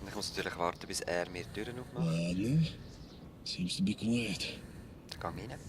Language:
Swiss German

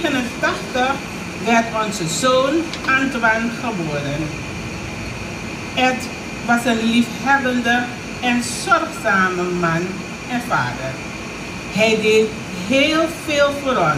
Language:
Dutch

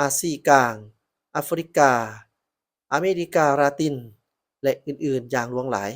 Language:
Lao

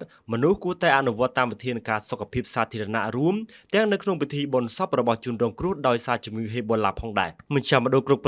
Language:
Khmer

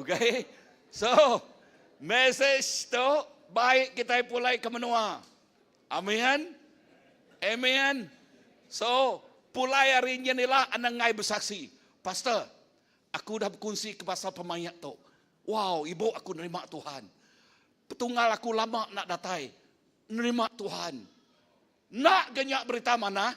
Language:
Iban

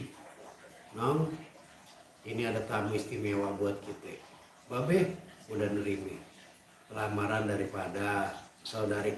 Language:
Betawi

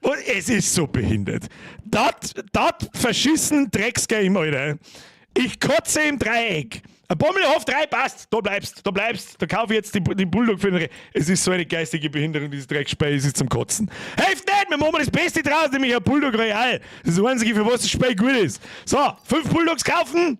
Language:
Bavarian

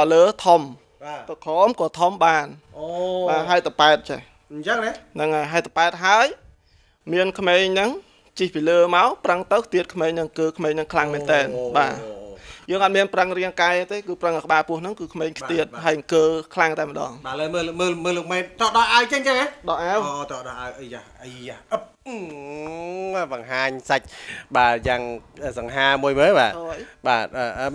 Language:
Khmer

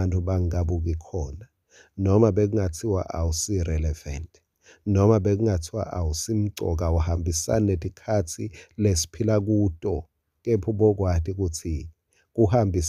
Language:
Swati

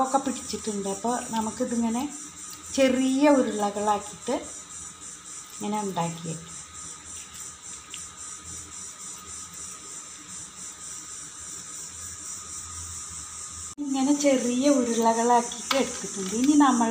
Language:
Malayalam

